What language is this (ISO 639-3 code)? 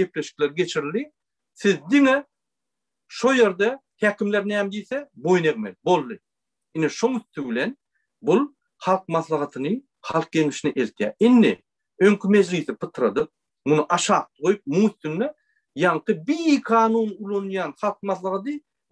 tuk